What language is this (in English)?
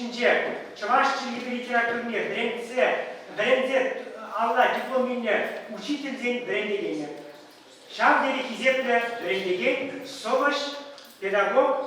Chuvash